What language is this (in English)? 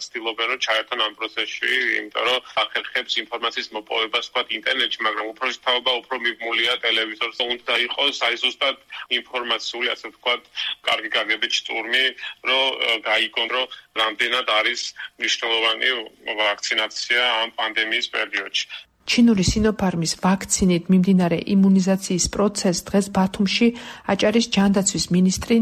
Georgian